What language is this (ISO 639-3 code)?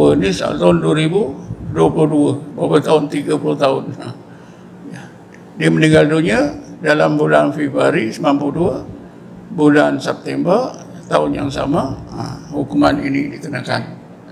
msa